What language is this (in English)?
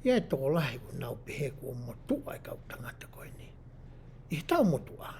Tongan